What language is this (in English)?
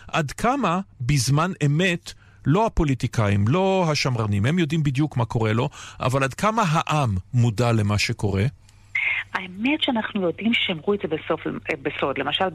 Hebrew